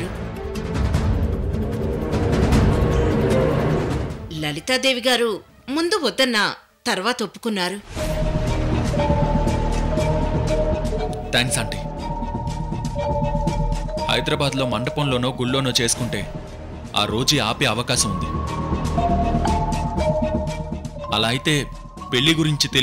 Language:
Telugu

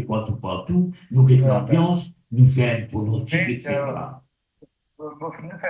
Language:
Morisyen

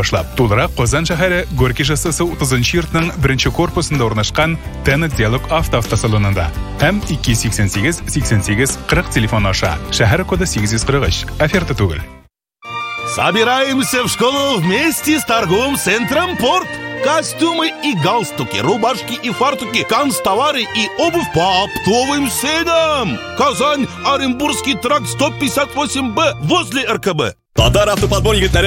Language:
Tatar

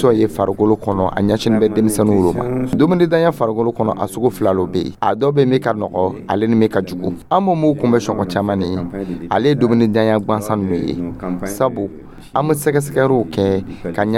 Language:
Dyula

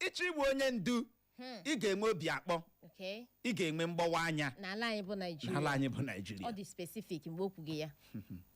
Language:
Igbo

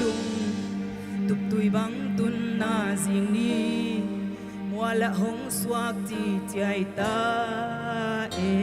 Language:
Paite Chin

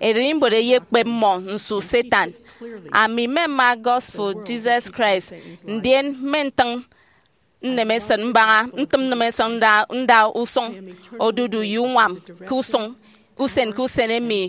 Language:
Efik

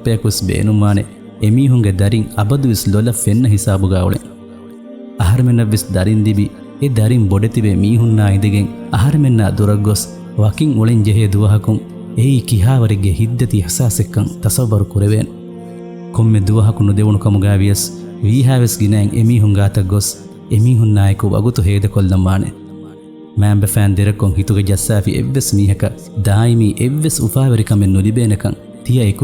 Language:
Divehi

